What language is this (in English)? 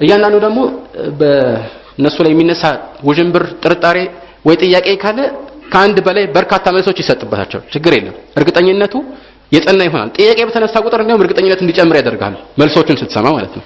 Amharic